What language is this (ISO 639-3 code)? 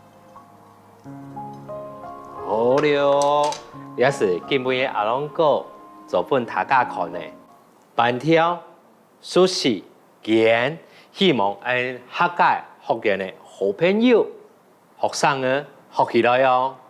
hak